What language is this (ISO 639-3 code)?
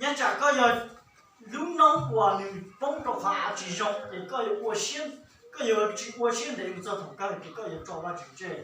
hmn